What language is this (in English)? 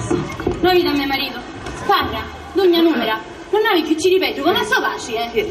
Sicilian